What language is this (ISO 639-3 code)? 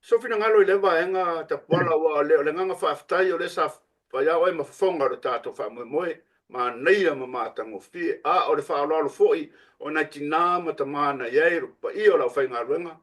smo